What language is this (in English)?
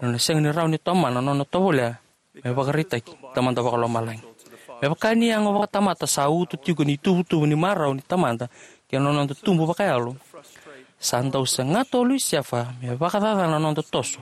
Fijian